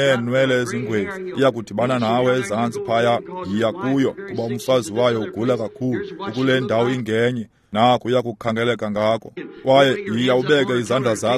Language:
Xhosa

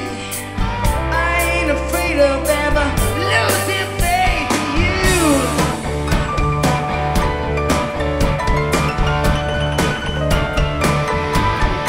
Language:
English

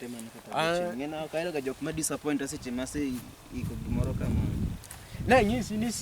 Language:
Luo (Kenya and Tanzania)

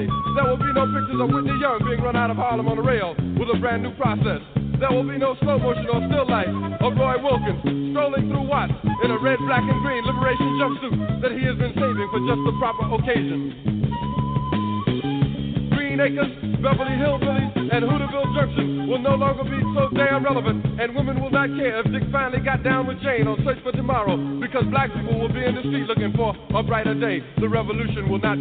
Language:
English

